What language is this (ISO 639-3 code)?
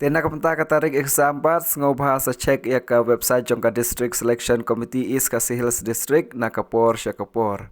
kha